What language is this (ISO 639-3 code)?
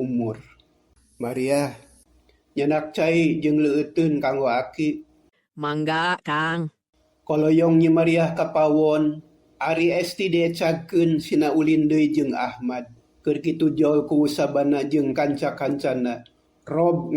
sun